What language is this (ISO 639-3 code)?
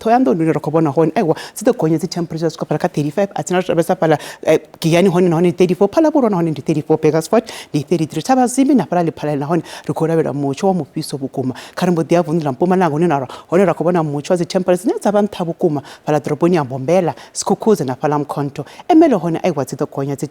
ven